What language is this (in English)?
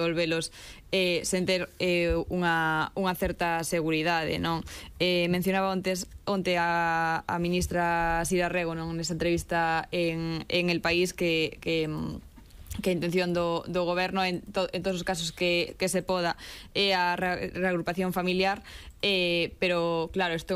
Galician